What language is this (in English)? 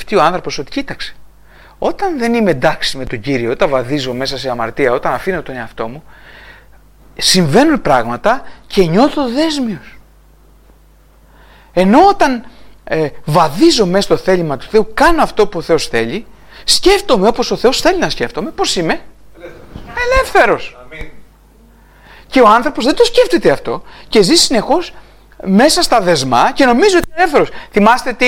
Greek